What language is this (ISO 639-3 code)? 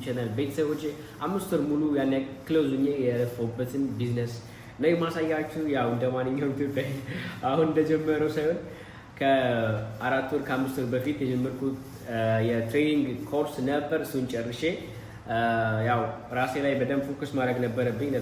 amh